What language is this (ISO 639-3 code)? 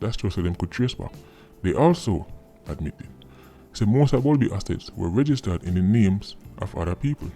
jam